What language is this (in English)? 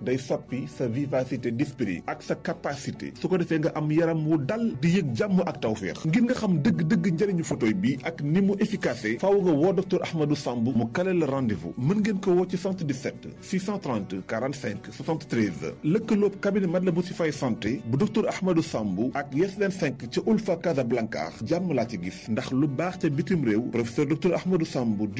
Wolof